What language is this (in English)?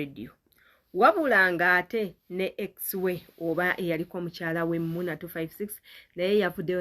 Ganda